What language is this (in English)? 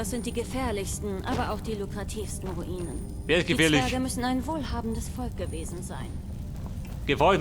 Bavarian